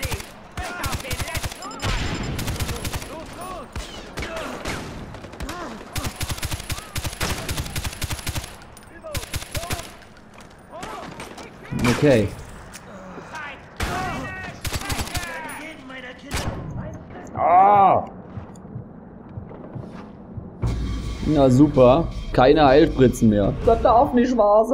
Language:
German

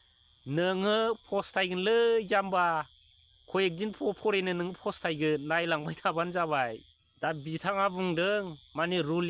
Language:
Bodo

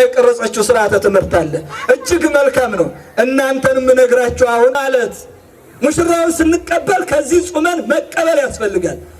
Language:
Amharic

